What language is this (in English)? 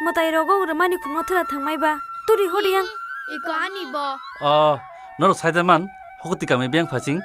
Kok Borok